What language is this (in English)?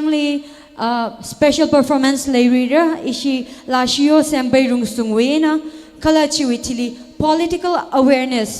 Tangkhul Naga (India)